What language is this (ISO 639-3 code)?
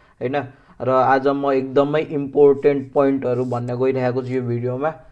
nep